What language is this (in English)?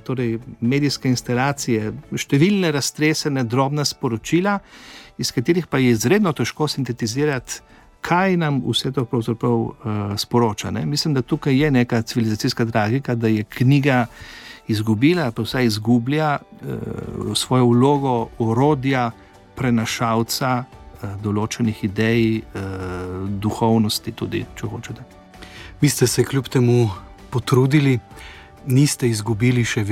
Slovenian